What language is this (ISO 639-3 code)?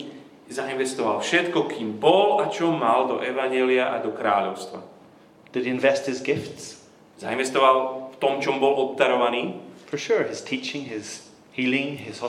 slk